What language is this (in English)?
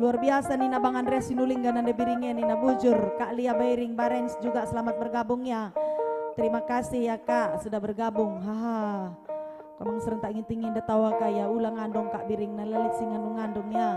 Batak Karo